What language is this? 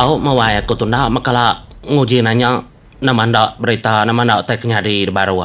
Iban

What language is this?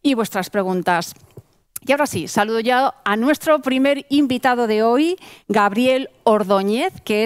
Spanish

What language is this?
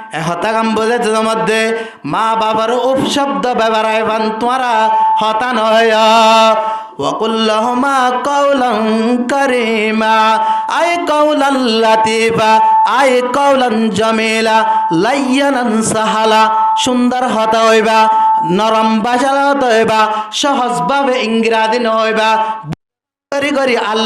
Rohingya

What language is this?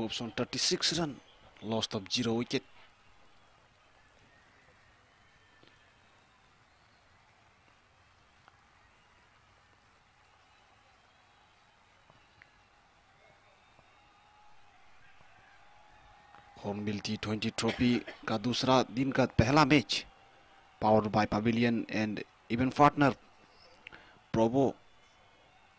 Hindi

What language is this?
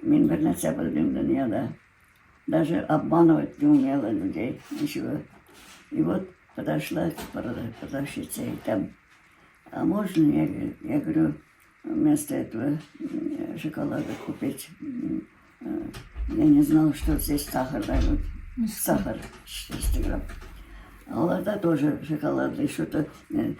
Tatar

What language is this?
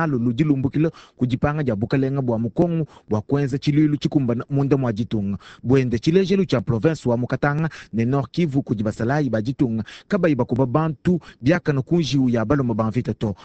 Luba-Lulua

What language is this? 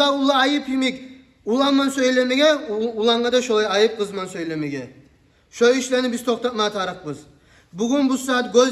Kumyk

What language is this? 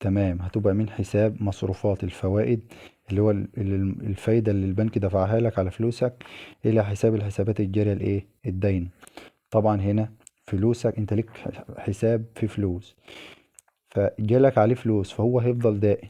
Egyptian Arabic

